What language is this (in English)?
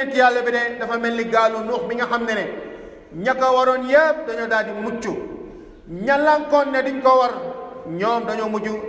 Wolof